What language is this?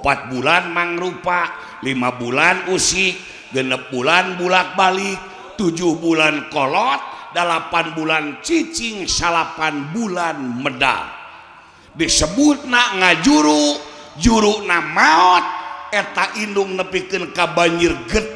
Sundanese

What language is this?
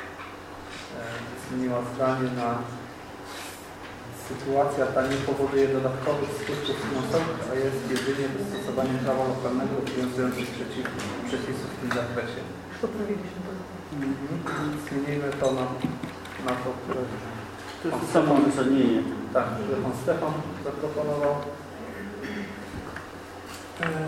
Polish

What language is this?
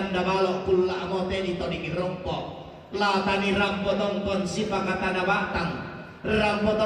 Toraja-Sa'dan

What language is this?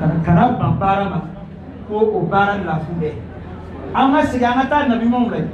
Bambara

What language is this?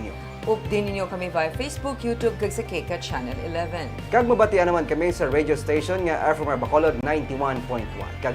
Hiligaynon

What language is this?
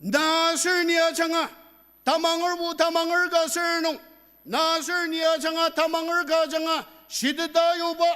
Ao Naga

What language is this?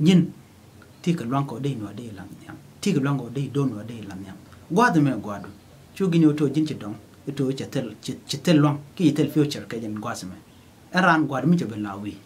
Nuer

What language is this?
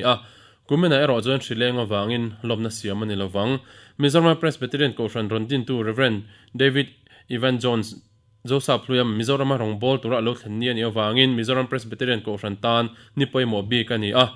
Mizo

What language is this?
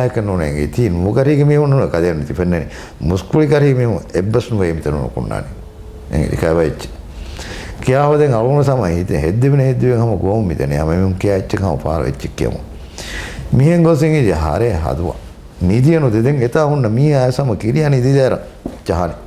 Divehi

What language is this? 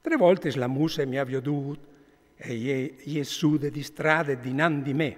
Friulian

